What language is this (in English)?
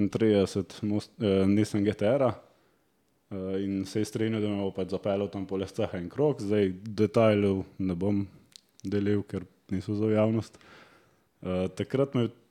Slovenian